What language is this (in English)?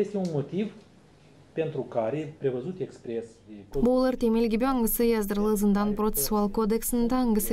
Gagauz